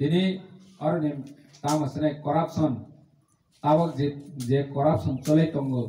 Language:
Kok Borok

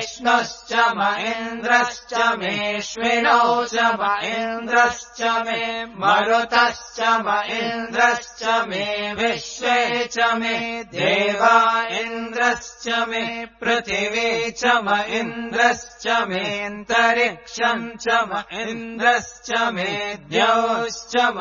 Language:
Sanskrit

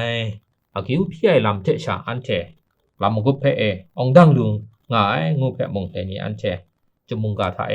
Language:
Kachin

